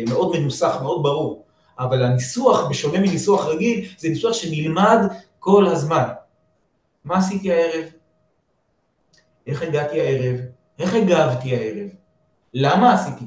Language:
Hebrew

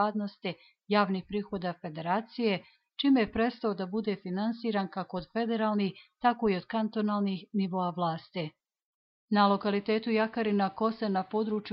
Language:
Bosnian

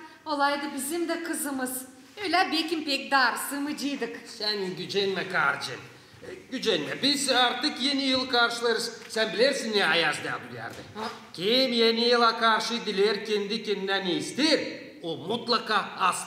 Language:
Gagauz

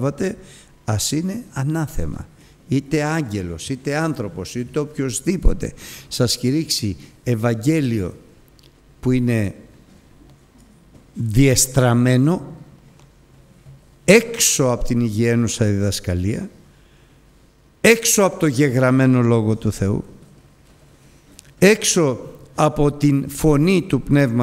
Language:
Greek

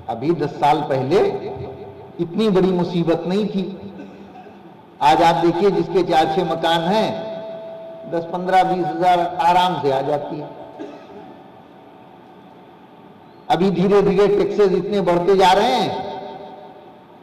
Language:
Urdu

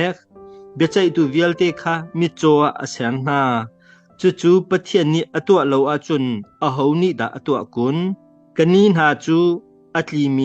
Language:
Hakha Chin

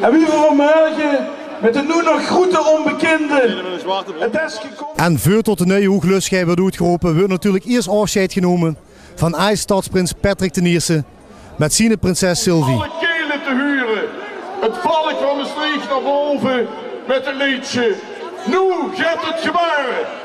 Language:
Limburgish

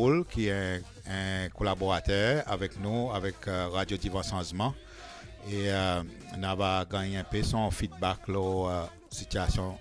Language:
Seselwa Creole French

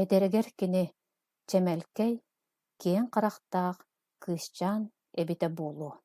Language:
Yakut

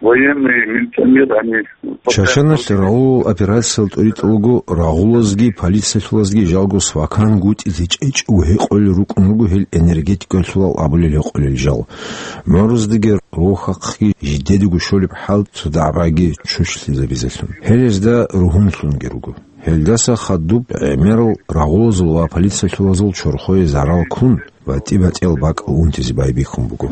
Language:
Avaric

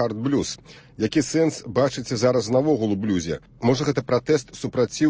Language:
Belarusian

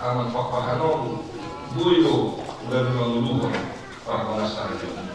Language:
Batak Toba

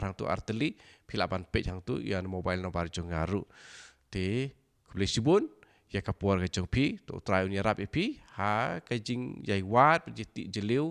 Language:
Khasi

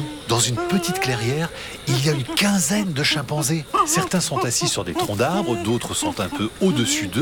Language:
French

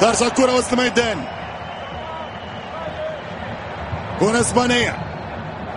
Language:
Arabic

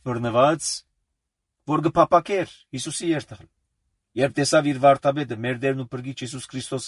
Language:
Armenian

